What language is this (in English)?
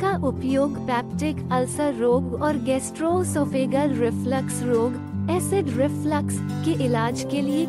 Hindi